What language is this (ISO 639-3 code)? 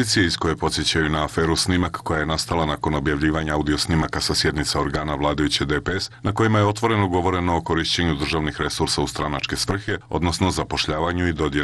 srp